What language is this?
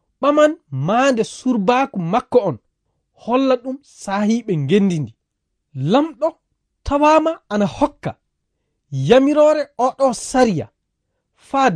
Fula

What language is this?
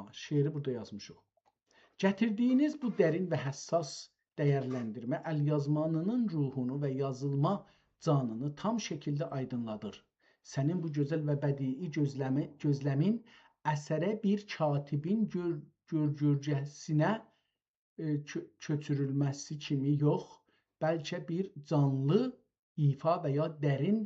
South Azerbaijani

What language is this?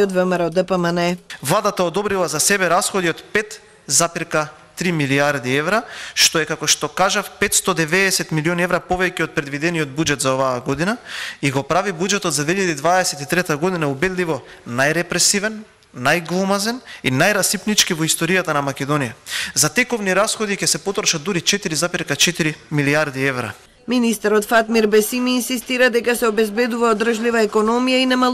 Macedonian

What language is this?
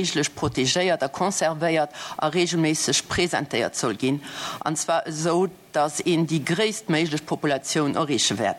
Luxembourgish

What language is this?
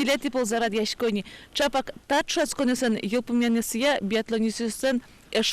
Udmurt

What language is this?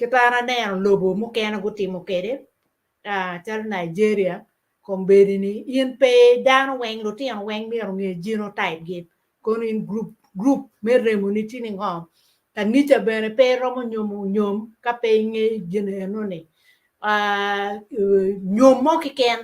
Acoli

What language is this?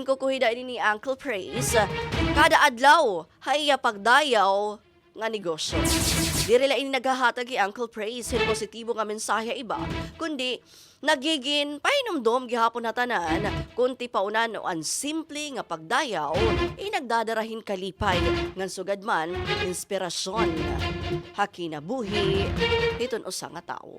Waray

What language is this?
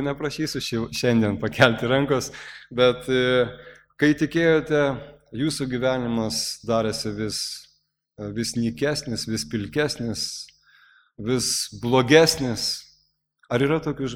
Lithuanian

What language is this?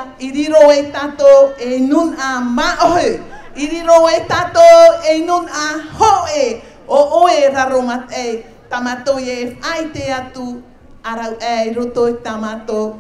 Tahitian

